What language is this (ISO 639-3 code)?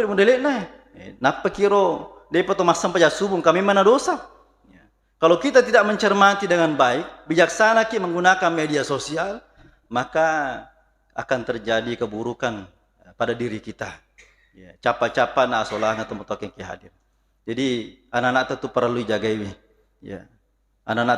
bug